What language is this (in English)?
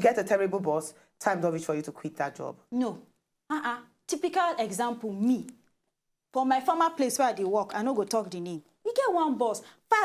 Nigerian Pidgin